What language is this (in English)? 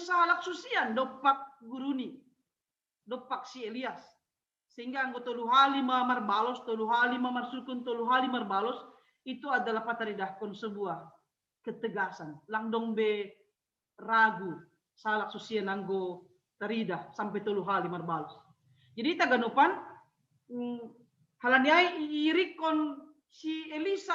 Batak Simalungun